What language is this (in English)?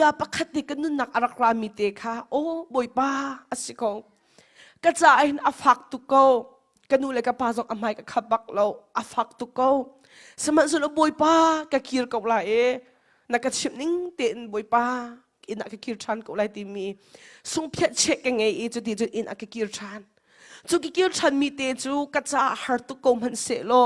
Hakha Chin